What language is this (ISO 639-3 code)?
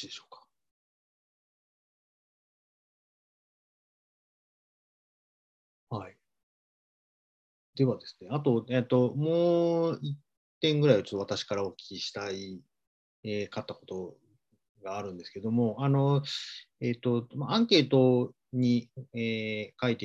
jpn